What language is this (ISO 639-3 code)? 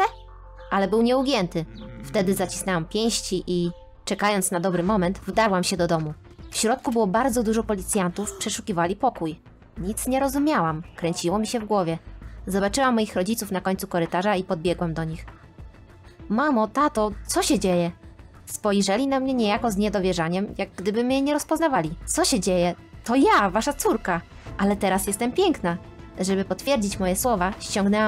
pol